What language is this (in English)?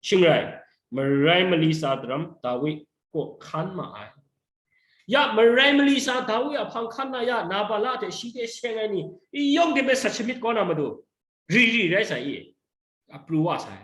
Kachin